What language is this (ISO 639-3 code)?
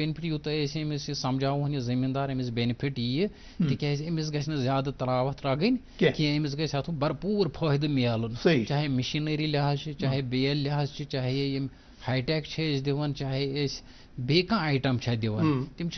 kas